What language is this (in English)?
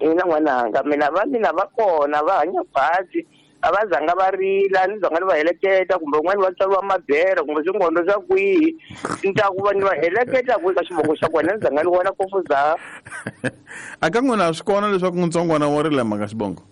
Tsonga